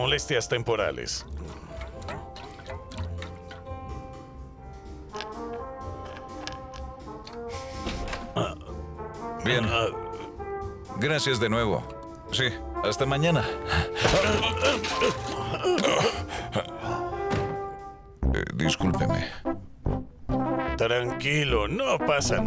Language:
Spanish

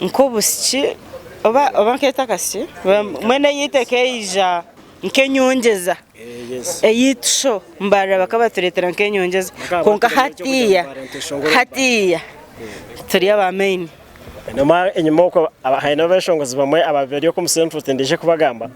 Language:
Nyankole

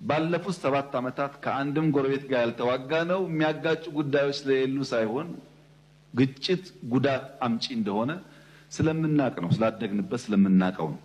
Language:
Amharic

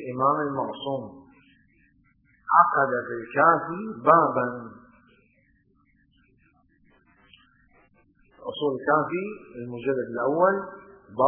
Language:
Arabic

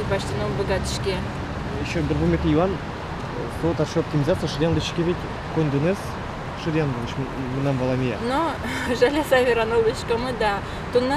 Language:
Udmurt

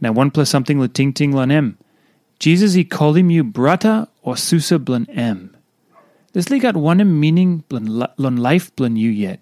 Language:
Tok Pisin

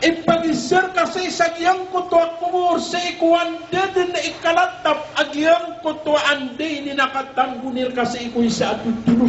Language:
Maranao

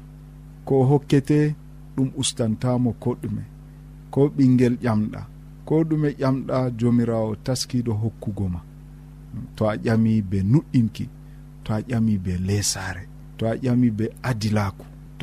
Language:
Nigerian Fulfulde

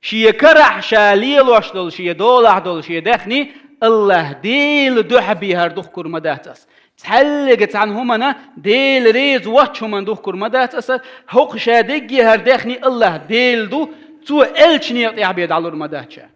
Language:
Chechen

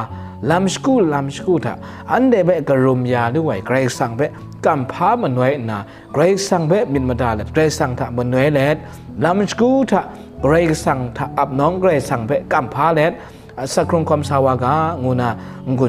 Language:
Kachin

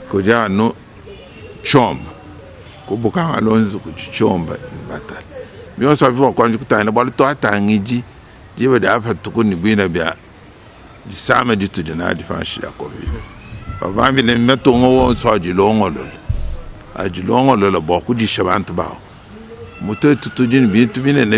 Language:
Luba-Lulua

